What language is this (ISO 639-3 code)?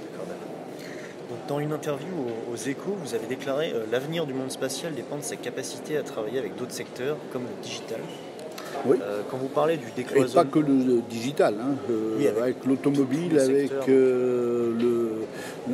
fra